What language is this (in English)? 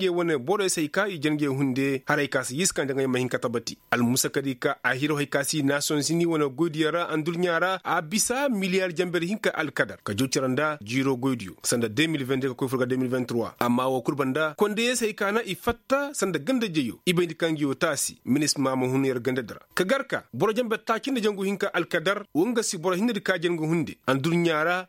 Koyraboro Senni